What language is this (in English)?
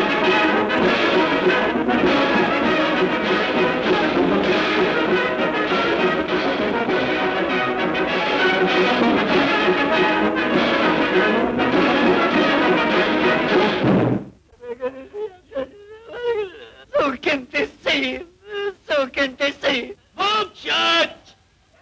Russian